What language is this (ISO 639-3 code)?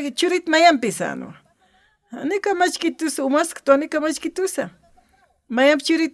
aym